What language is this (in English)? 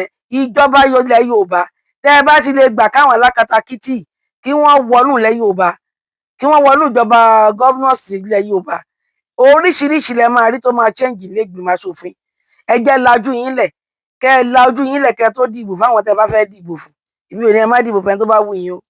Yoruba